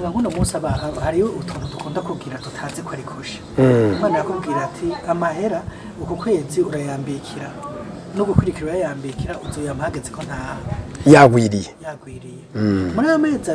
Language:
Rundi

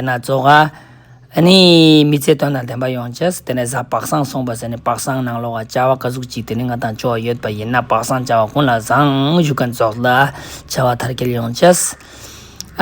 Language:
Ladakhi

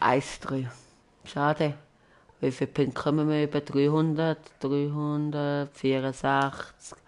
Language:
Swiss German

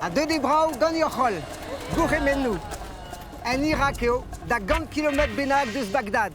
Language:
Breton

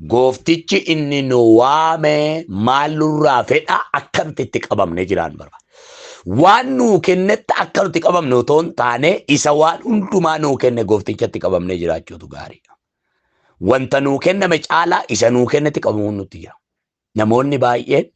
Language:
Oromo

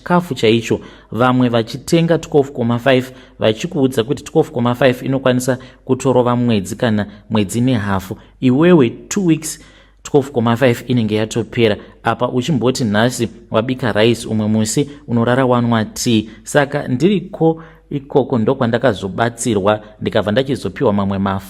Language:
Shona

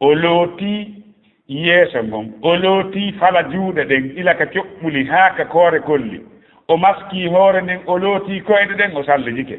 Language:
Fula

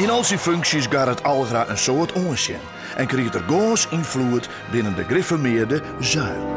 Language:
Western Frisian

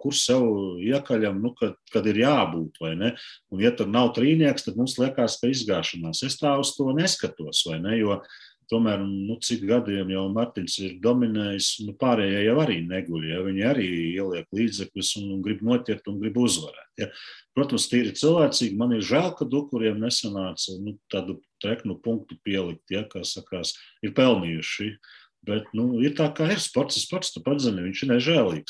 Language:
Latvian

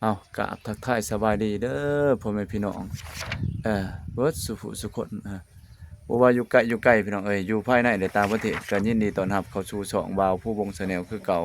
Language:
Lao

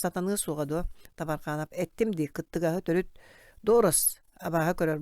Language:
Yakut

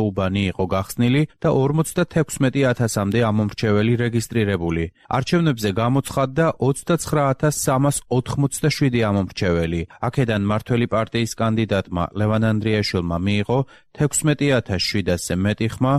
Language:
Georgian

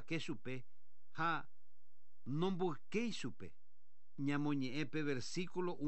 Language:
Guarani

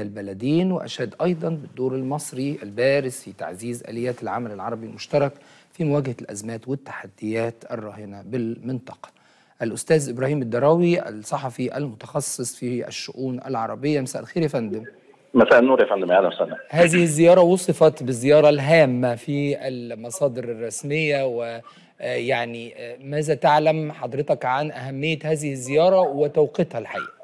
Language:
Arabic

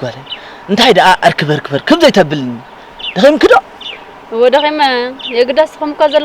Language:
Tigrinya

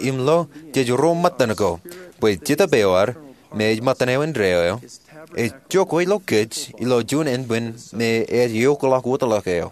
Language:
Marshallese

